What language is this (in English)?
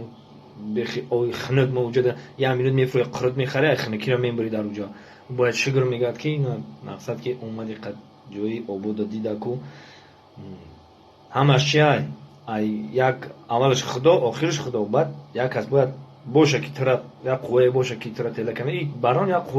Tajik